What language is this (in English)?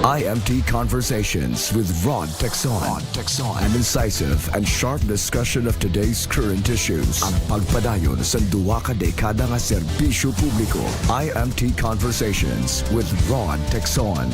Hiligaynon